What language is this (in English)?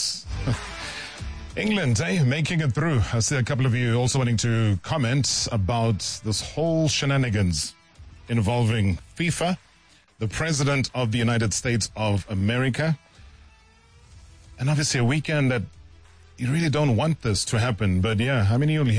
English